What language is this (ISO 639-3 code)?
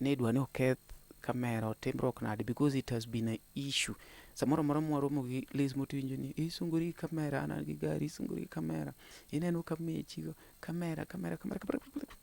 luo